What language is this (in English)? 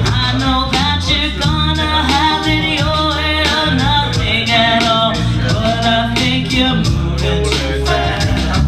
English